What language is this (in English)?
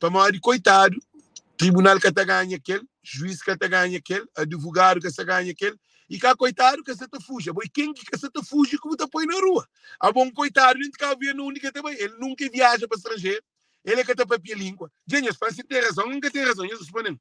Kabuverdianu